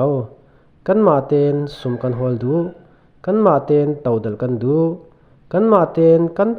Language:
Falam Chin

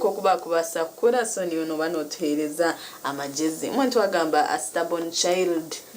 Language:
Nyankole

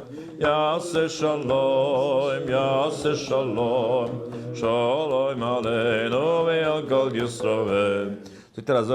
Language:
Yiddish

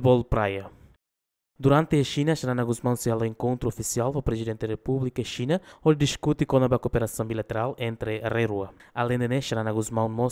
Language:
Tetum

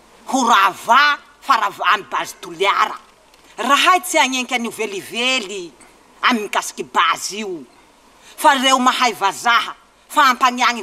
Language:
Malagasy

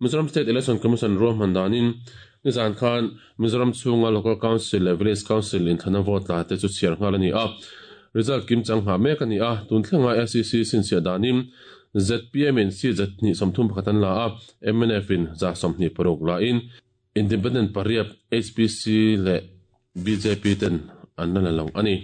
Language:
Mizo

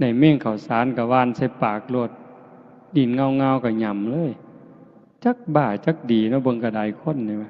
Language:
Northeastern Thai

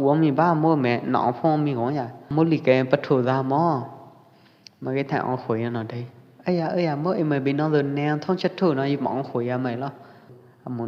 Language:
Pwo Eastern Karen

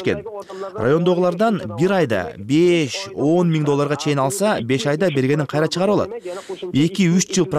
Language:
Kyrgyz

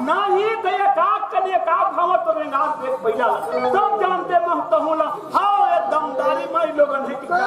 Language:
Chhattisgarhi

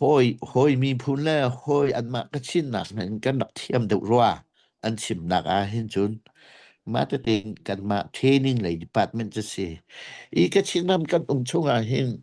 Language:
Hakha Chin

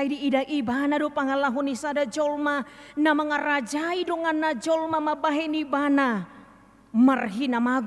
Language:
Batak Toba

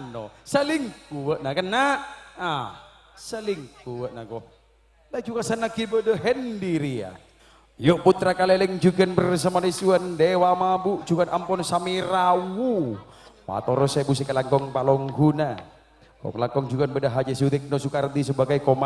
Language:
Madurese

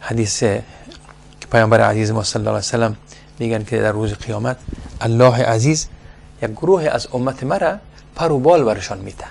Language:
Persian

